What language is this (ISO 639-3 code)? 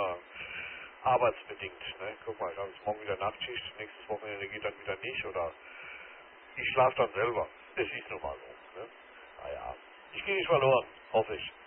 deu